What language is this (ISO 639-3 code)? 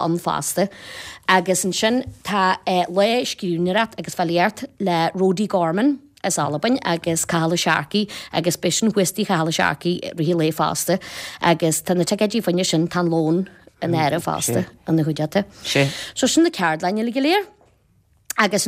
gle